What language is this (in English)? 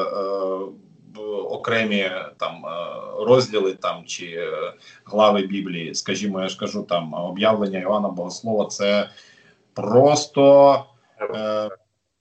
Ukrainian